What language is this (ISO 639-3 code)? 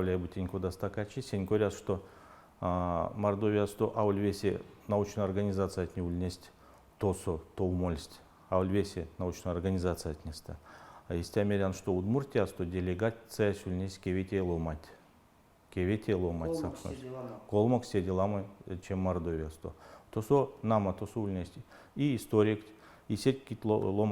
myv